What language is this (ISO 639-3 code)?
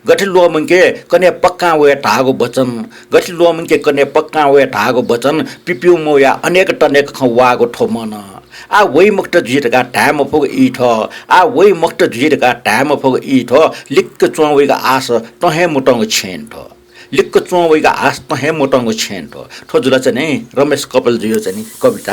new